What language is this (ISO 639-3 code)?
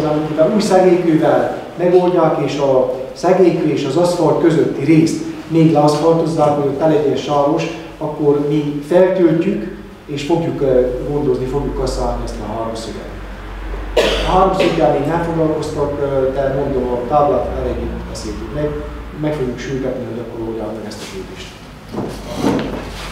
hun